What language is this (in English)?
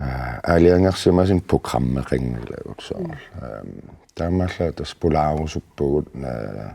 Kalaallisut